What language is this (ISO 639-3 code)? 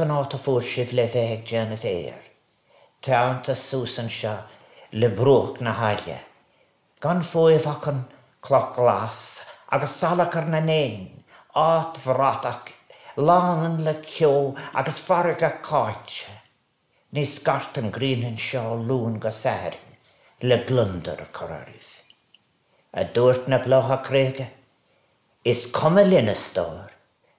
gle